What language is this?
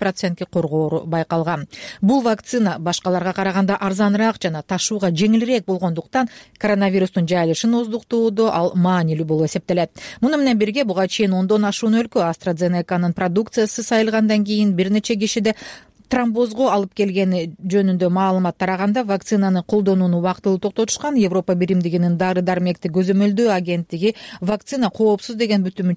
Kyrgyz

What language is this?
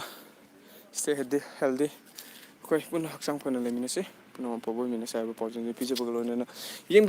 Manipuri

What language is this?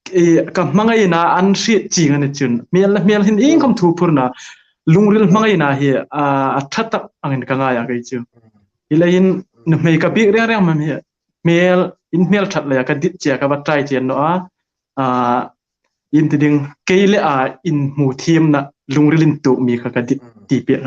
Hmar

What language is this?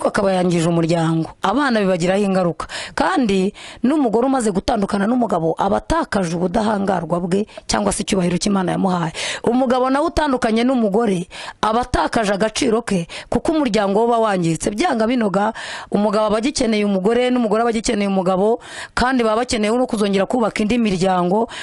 Kinyarwanda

